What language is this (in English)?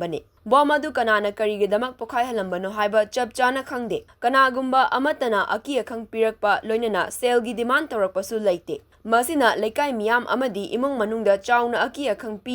Manipuri